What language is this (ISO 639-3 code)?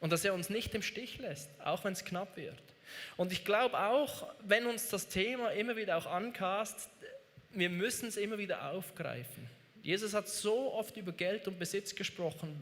gsw